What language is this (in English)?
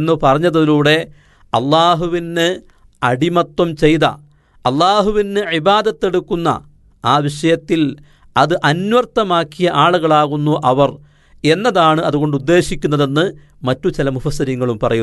Malayalam